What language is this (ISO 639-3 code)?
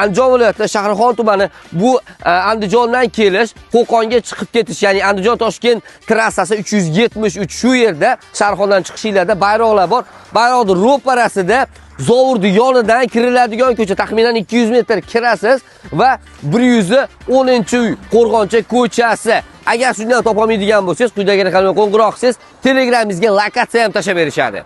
uzb